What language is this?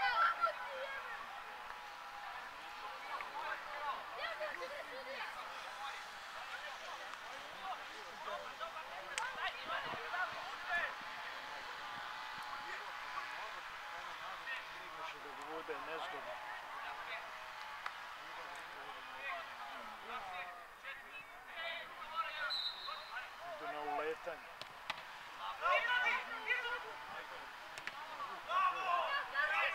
Serbian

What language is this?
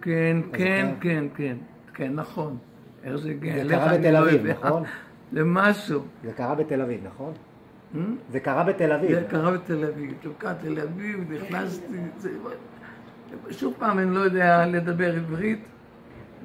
Hebrew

